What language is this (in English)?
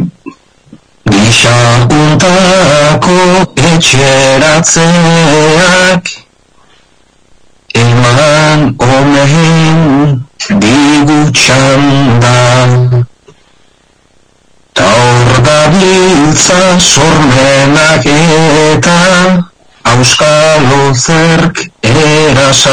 Basque